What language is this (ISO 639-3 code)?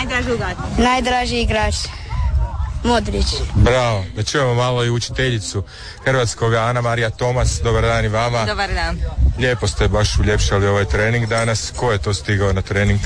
hrv